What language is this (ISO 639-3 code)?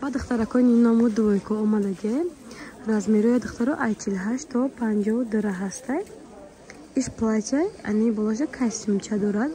tgk